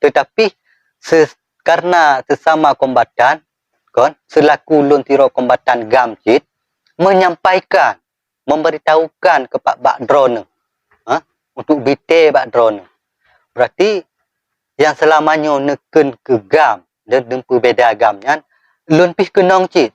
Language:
Achinese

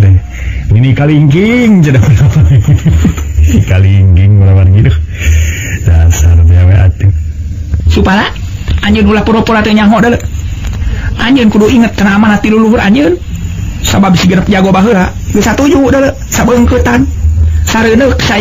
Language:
Sundanese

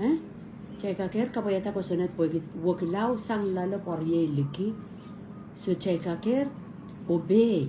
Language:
Pohnpeian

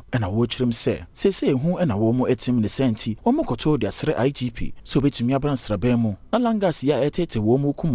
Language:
Akan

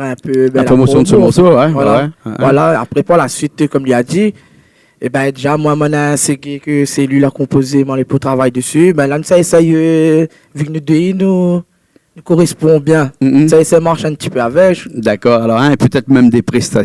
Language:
Réunion Creole French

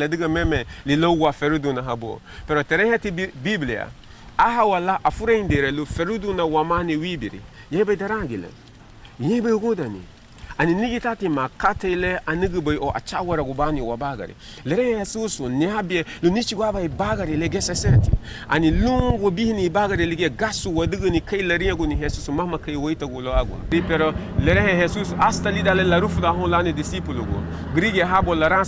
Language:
Garifuna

